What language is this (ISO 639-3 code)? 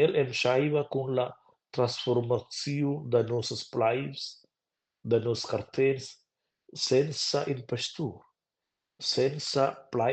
roh